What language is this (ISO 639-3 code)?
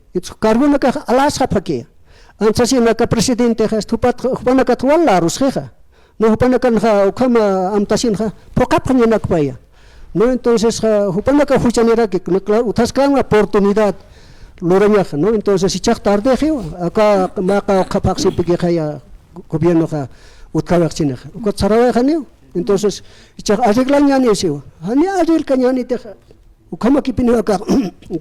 aym